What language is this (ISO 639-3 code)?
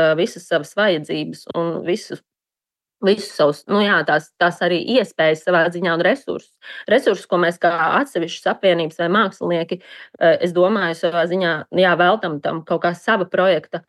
lav